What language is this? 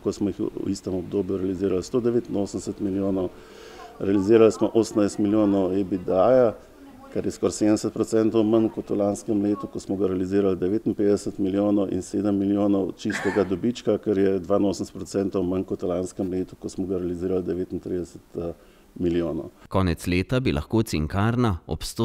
Slovenian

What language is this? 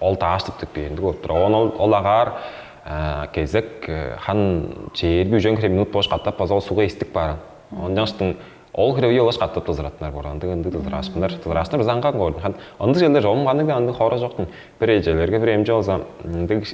Tuvinian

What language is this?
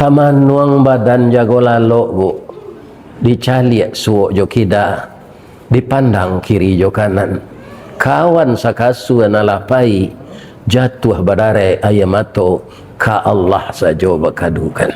Minangkabau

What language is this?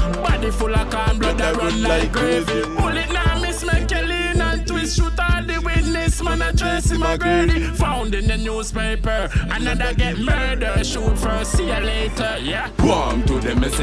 Jamaican Creole English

